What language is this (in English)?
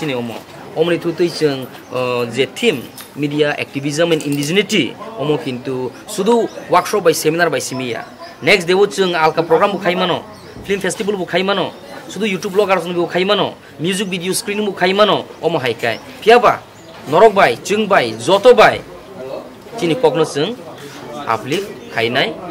Kok Borok